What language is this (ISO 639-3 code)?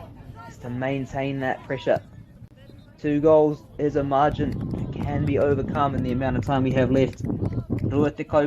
mri